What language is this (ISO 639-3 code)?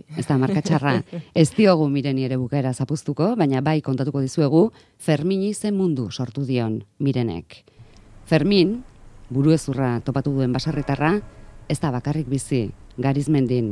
eus